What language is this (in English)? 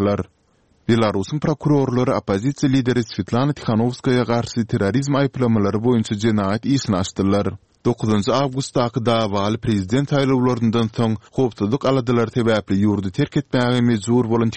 Turkmen